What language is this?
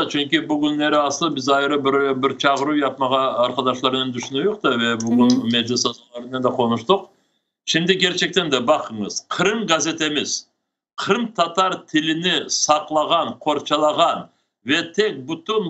Crimean Tatar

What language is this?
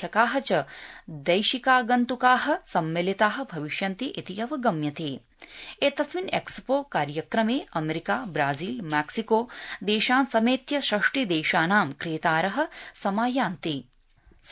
Sanskrit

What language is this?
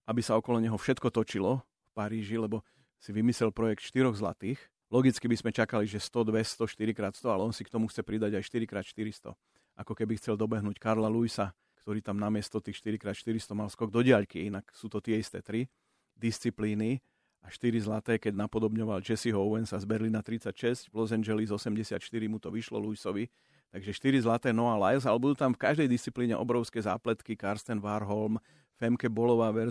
Slovak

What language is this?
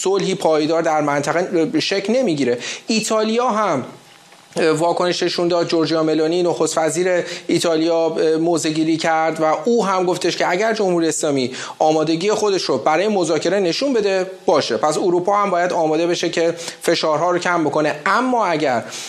Persian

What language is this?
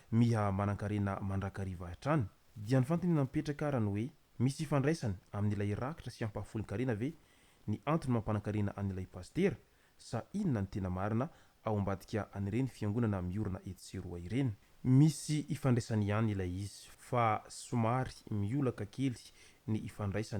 Malagasy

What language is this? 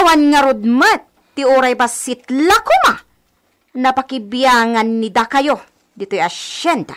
Iloko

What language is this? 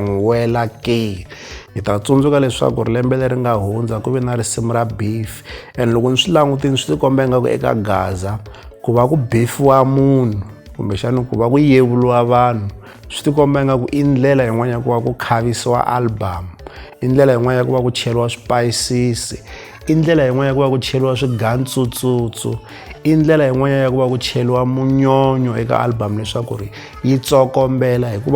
Tsonga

